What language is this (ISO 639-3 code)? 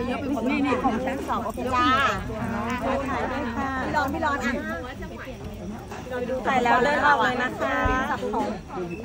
tha